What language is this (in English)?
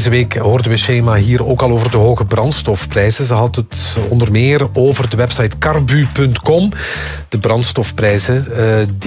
Dutch